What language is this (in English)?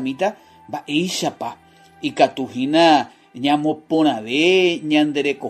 Guarani